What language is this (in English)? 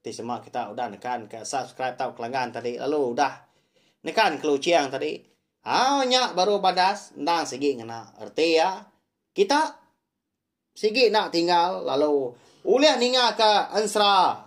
Iban